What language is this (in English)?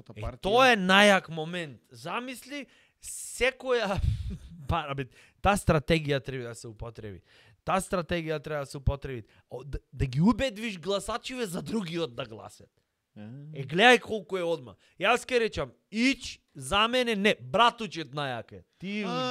Macedonian